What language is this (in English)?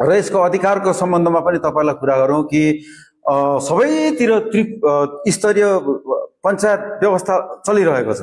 Nepali